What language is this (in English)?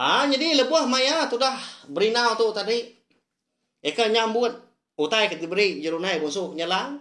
Iban